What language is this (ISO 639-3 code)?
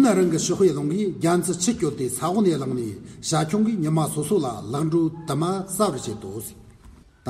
adx